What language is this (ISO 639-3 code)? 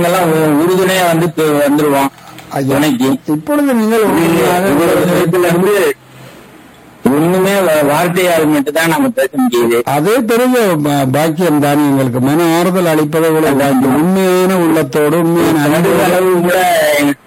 tam